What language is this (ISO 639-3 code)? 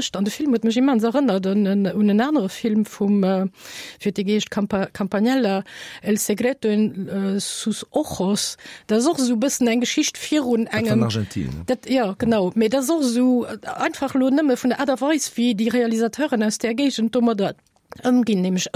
ltz